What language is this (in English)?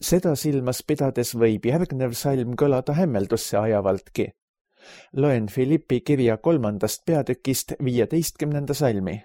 Estonian